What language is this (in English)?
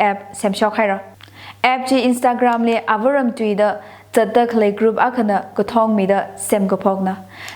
Tangkhul Naga (India)